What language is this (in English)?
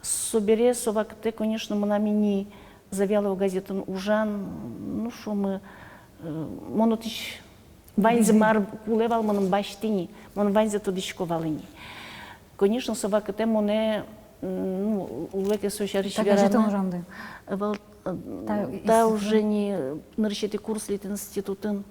Udmurt